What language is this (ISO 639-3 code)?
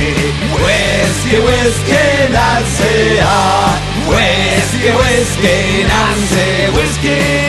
spa